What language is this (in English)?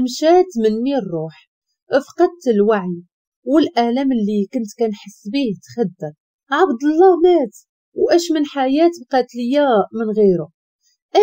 Moroccan Arabic